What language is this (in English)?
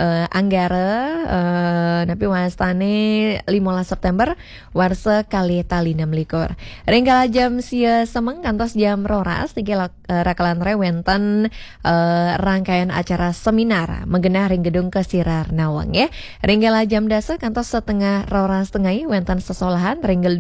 Balinese